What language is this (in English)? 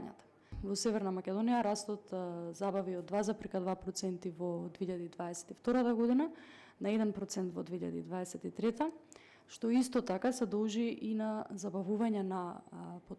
Macedonian